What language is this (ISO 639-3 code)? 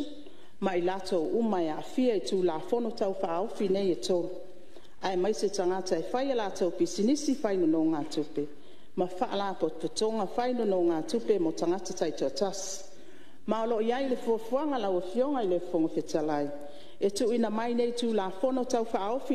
smo